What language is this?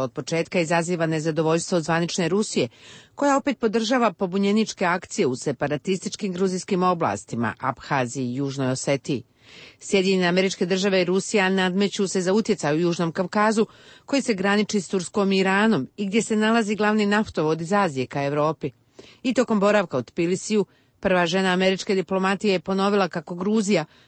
Serbian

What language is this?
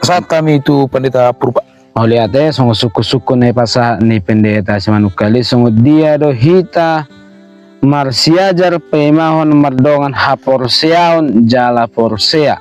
Batak Toba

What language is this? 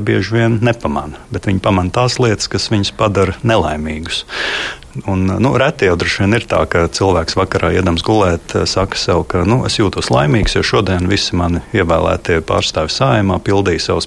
Latvian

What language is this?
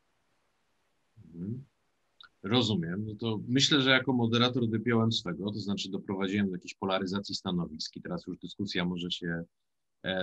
Polish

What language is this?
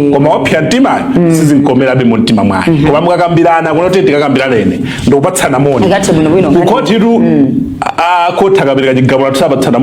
Nyanja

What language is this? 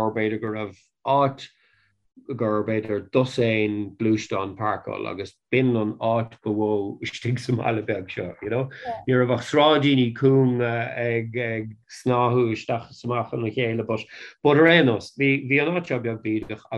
Irish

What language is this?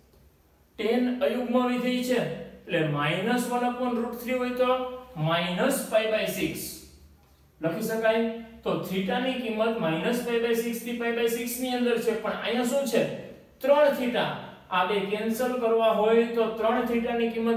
Gujarati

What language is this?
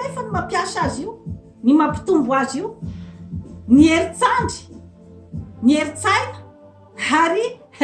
Malagasy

